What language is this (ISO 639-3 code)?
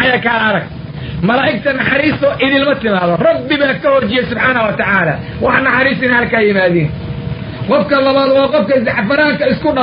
som